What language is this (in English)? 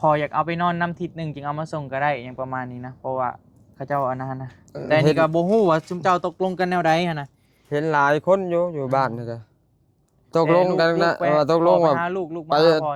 Northeastern Thai